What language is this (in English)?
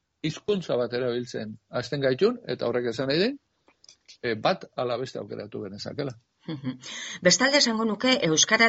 Basque